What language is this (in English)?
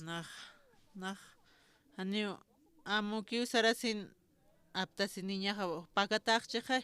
Aymara